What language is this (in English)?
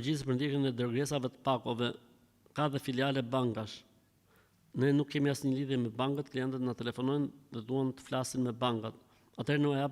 Albanian